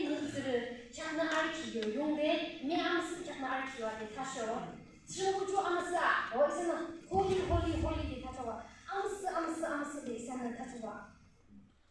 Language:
Yimchungru Naga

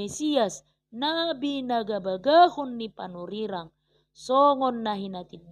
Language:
Batak Toba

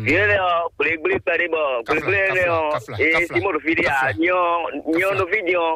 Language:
Fon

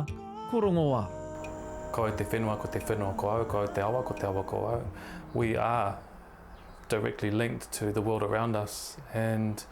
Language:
Māori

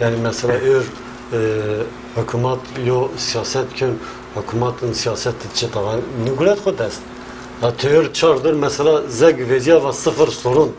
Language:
Zaza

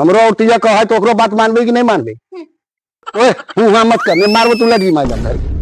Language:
Magahi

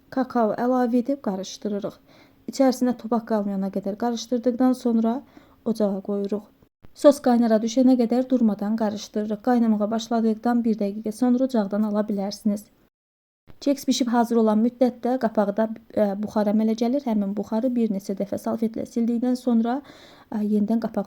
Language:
Azerbaijani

